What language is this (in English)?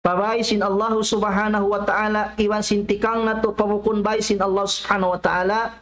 Tausug